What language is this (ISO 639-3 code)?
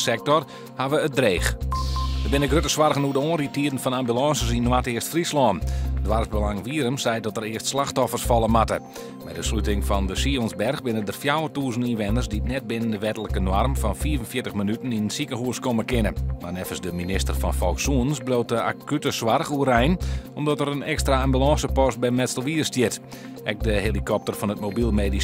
fry